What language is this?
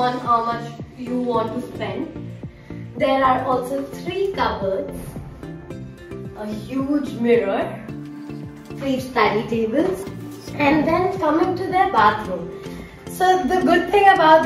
English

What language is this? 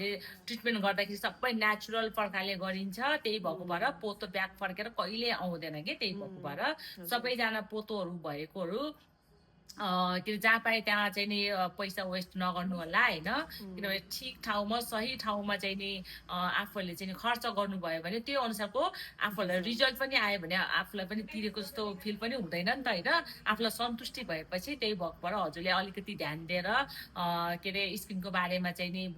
Nepali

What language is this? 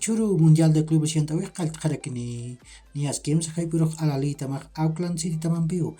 Aymara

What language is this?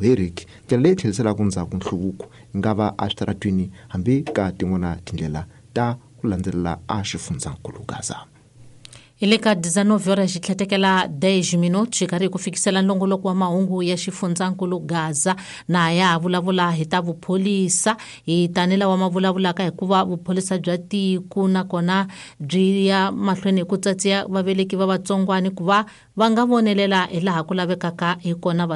Tsonga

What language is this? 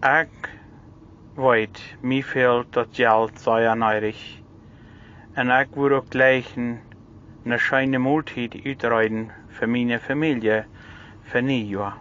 Plautdietsch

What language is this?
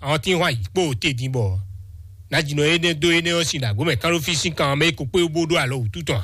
Fon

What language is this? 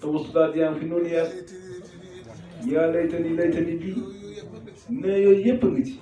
Wolof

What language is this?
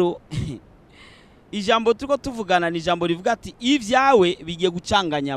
Rundi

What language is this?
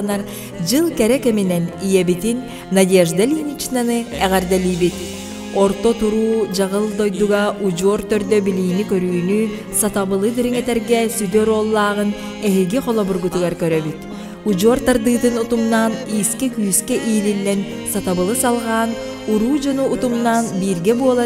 Yakut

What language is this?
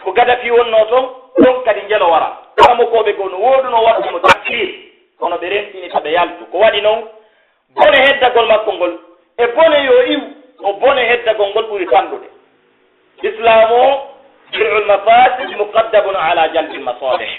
Pular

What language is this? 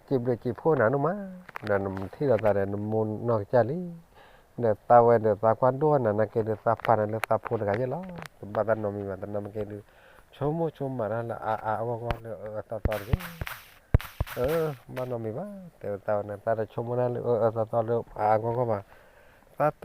S'gaw Karen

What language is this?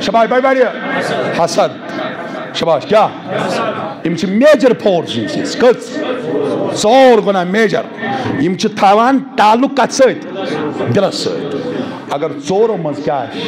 Kashmiri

